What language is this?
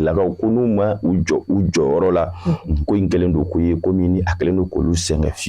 Bambara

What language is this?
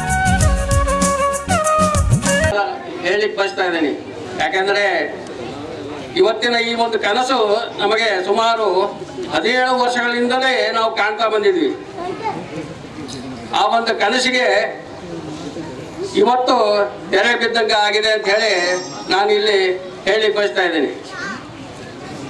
Kannada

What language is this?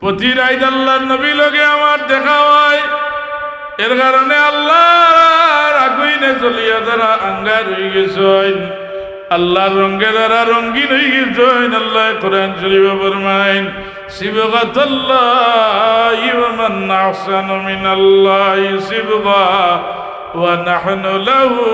Sylheti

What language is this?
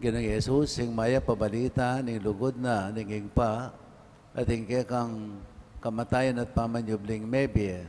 Pampanga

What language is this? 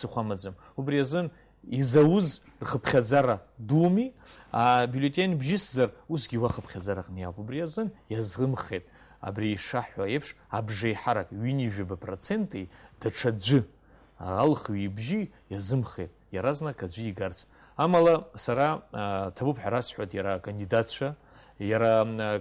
Abkhazian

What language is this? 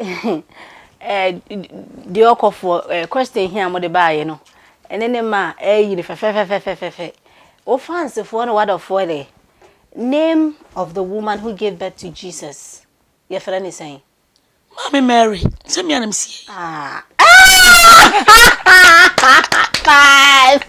Akan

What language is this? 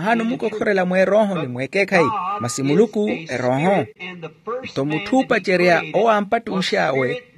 Makhuwa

